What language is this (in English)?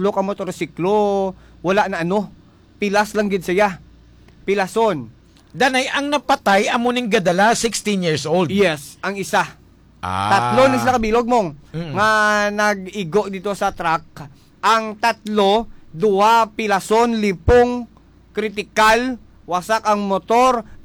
Hiligaynon